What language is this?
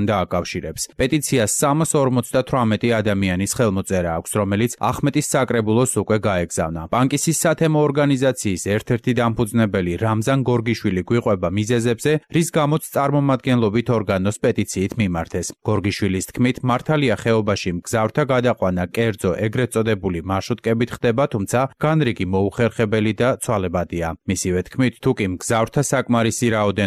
Georgian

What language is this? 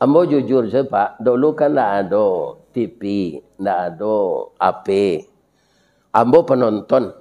Minangkabau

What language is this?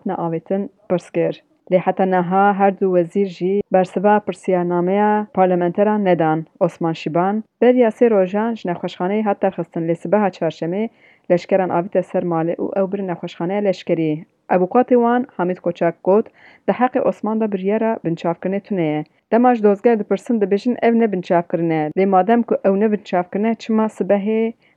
Kurdish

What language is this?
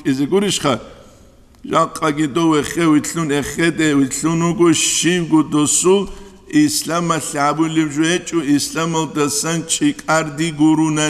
Avaric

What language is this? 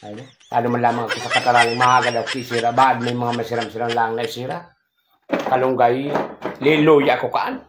Bikol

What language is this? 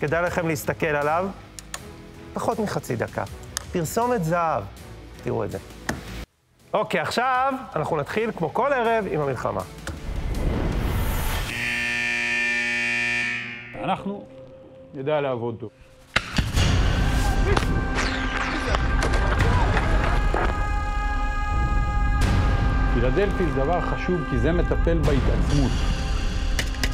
Hebrew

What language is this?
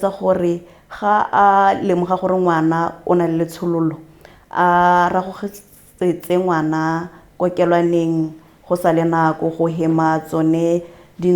Tswana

